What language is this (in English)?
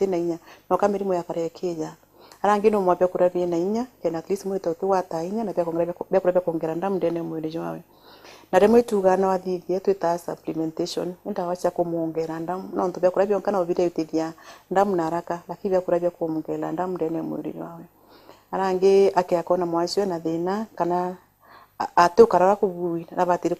Meru